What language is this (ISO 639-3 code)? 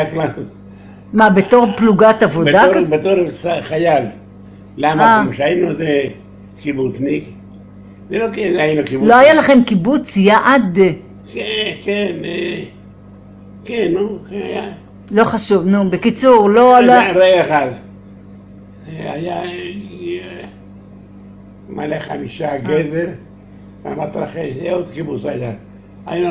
heb